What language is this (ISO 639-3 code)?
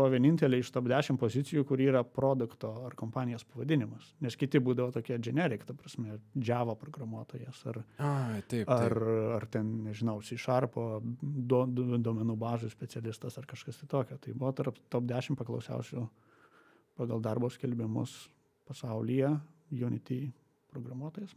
lit